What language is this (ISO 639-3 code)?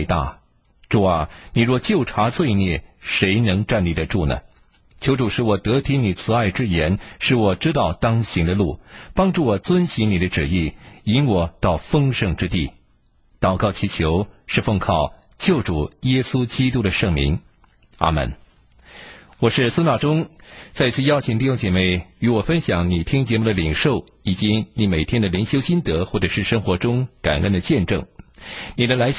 zho